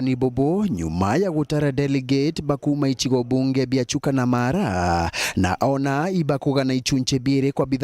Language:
Meru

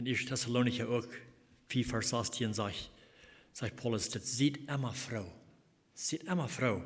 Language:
Plautdietsch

